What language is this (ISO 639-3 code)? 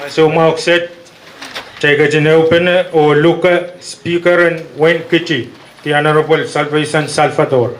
pon